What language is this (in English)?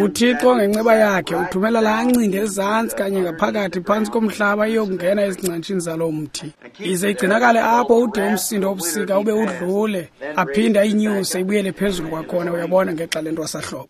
Xhosa